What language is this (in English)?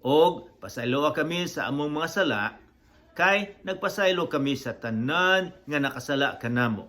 Cebuano